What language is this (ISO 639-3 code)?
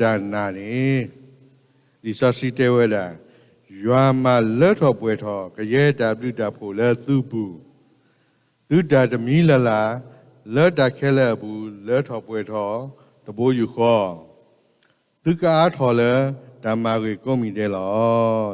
ksw